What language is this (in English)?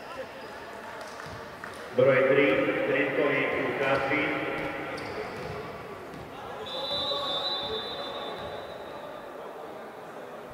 Serbian